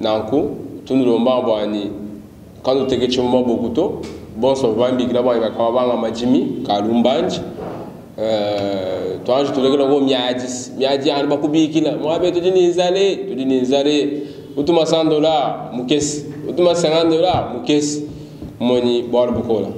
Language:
Luba-Lulua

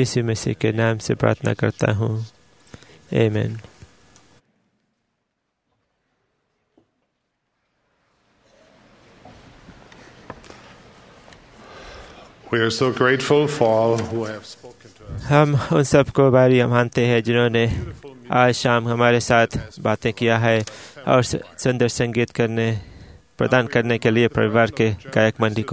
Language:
Hindi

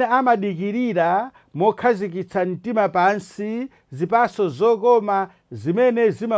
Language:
Nyanja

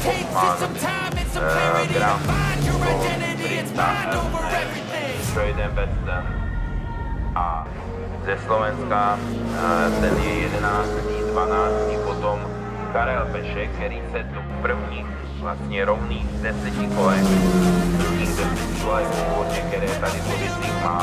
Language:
Czech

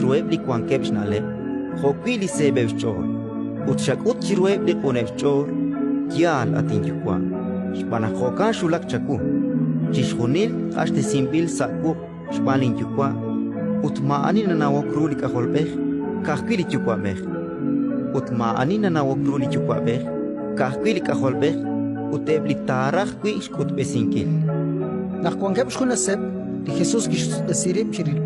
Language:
Kekchí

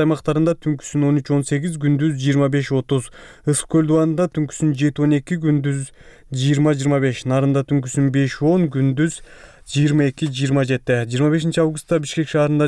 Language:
Kyrgyz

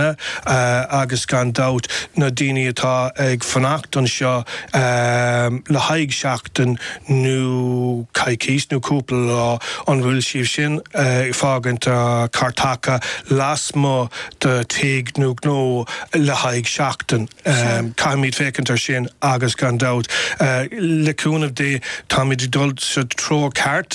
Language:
Irish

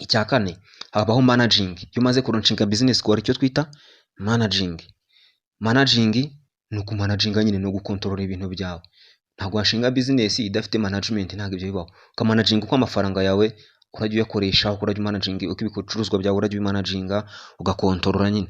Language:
Kinyarwanda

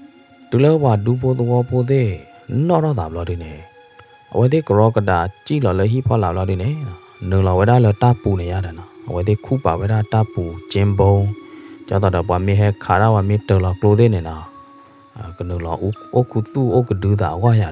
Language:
S'gaw Karen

